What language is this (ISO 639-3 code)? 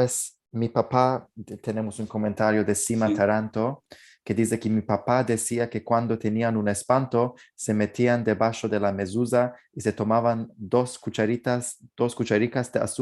lad